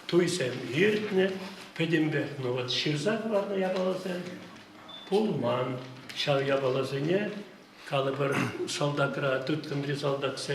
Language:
Chuvash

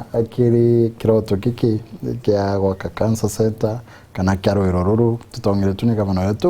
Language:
Meru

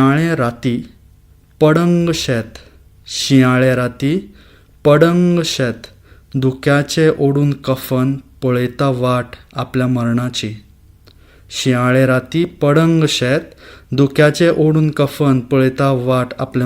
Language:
Konkani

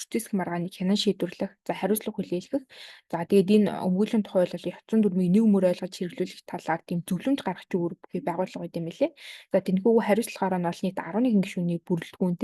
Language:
Mongolian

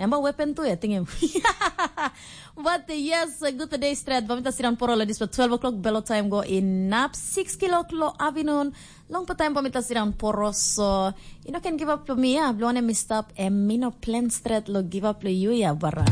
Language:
Tok Pisin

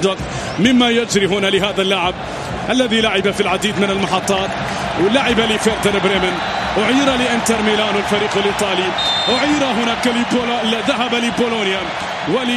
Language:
Arabic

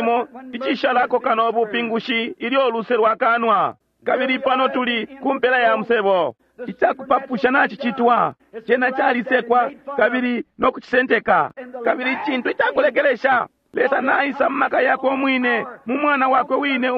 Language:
Bemba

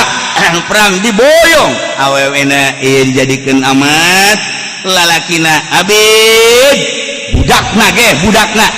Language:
Sundanese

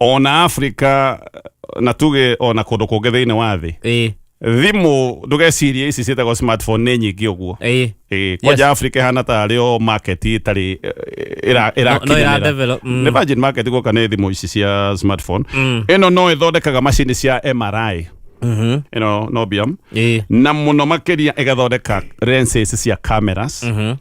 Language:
Kikuyu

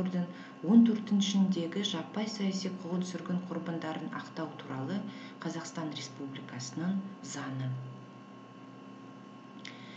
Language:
Kazakh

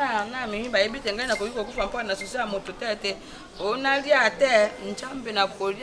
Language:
Lingala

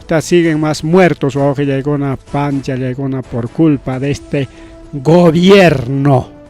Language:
Ayacucho Quechua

